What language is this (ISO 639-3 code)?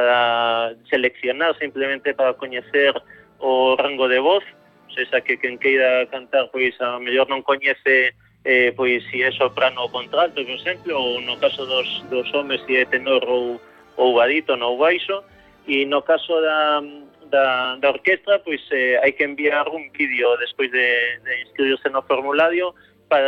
glg